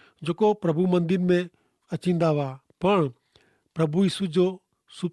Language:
Kachhi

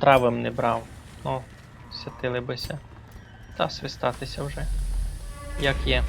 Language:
Rusyn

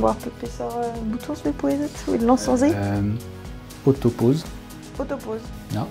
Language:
Breton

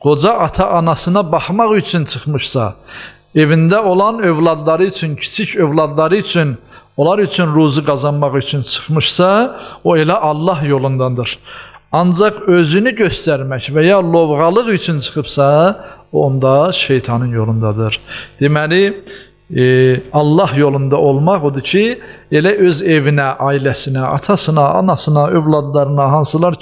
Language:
Azerbaijani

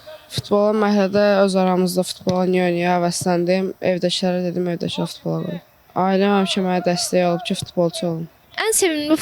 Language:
Azerbaijani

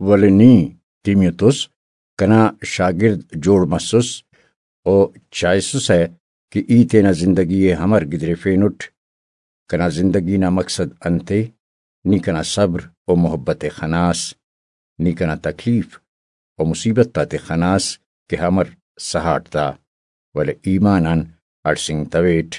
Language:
Brahui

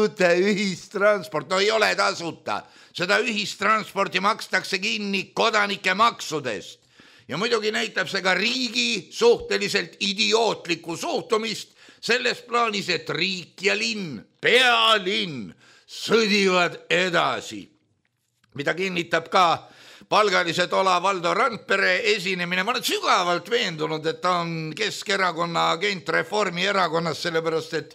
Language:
Estonian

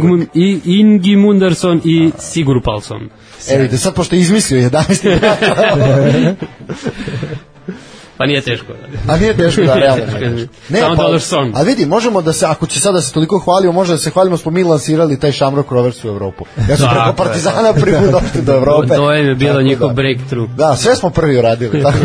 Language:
Serbian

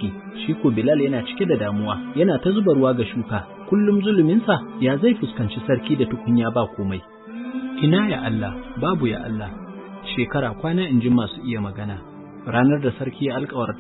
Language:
Hausa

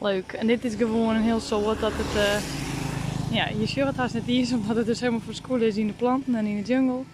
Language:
Western Frisian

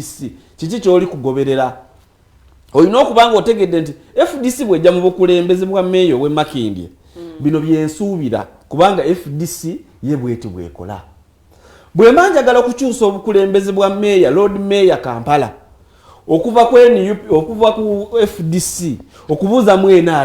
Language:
Ganda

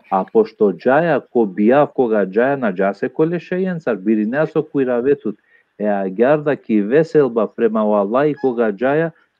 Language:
Balkan Romani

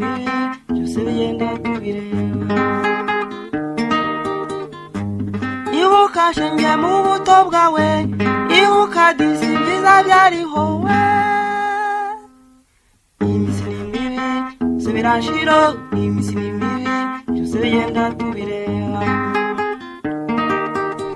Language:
Kinyarwanda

